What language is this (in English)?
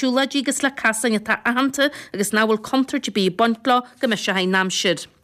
Irish